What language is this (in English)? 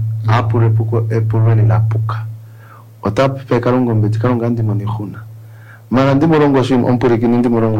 Kuanyama